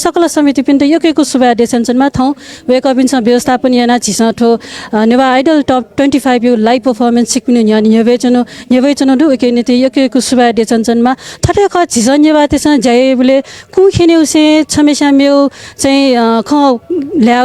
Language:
Newari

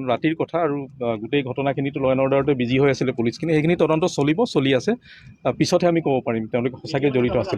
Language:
Assamese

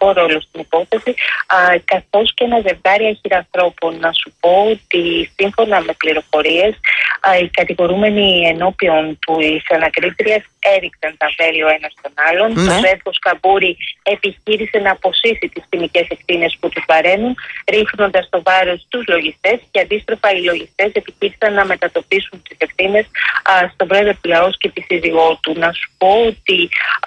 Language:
Greek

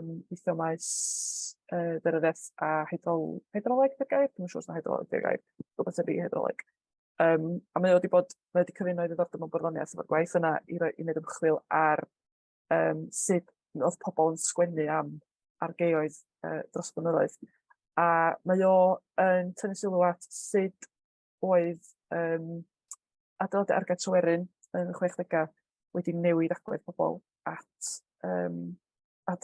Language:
Welsh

